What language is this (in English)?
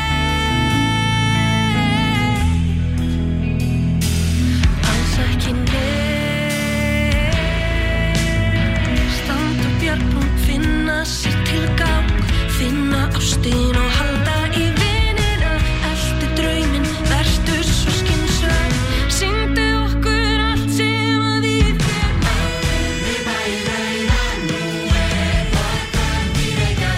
Icelandic